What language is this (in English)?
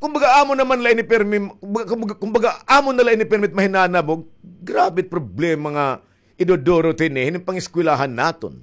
Waray